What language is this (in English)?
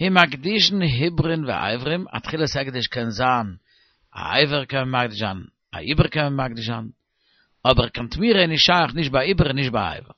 Yiddish